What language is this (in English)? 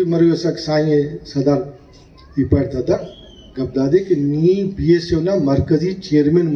Brahui